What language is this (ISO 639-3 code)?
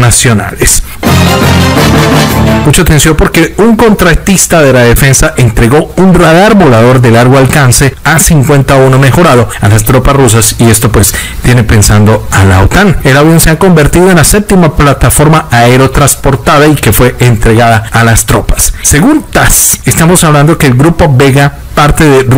spa